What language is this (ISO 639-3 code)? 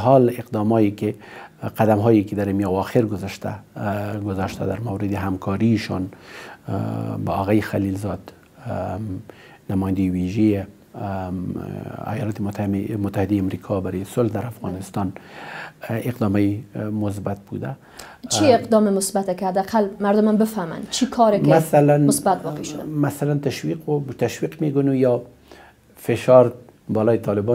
fas